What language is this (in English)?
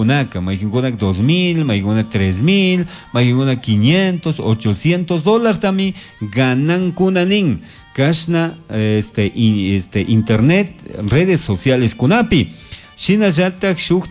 Chimborazo Highland Quichua